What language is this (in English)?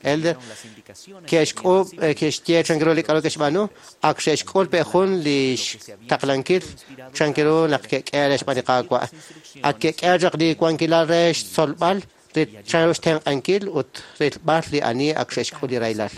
Kekchí